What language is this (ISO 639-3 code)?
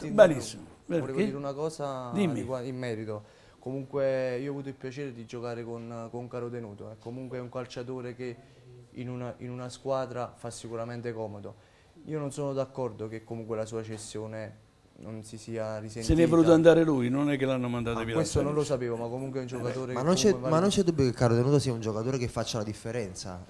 ita